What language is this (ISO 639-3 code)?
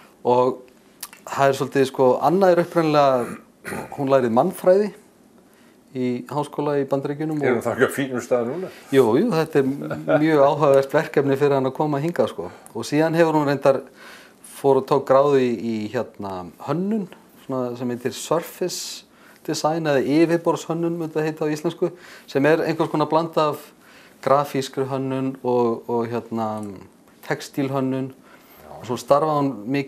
isl